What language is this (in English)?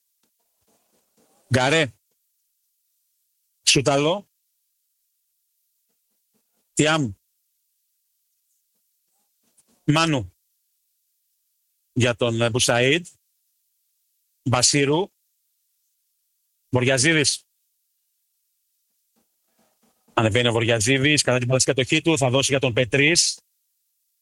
Greek